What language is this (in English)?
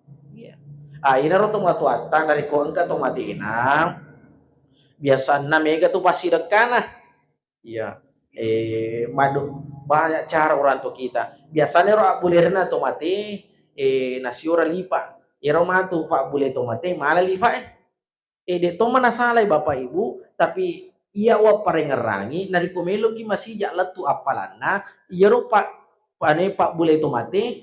Buginese